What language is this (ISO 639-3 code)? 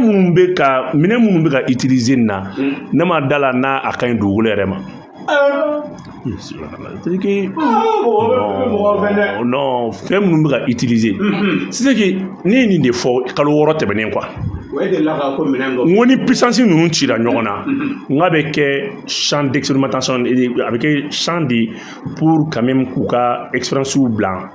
bam